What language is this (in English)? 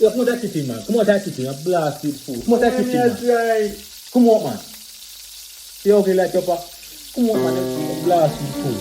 Jamaican Creole English